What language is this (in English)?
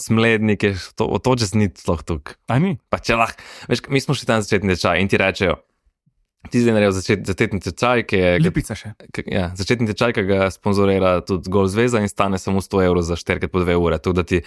Slovenian